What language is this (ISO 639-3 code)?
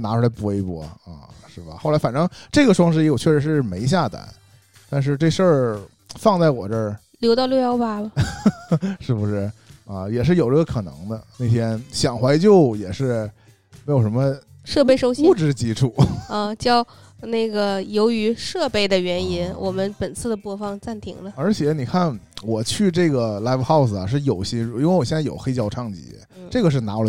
zho